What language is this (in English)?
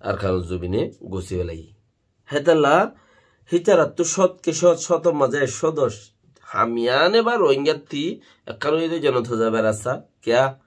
Rohingya